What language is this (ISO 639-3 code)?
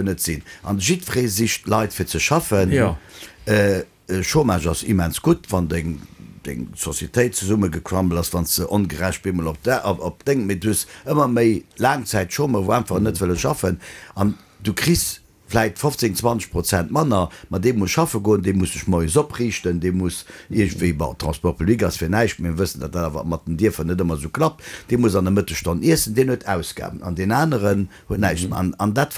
ltz